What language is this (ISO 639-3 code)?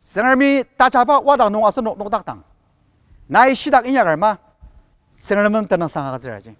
njo